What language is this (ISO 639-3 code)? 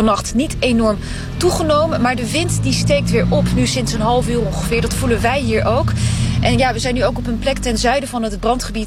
nld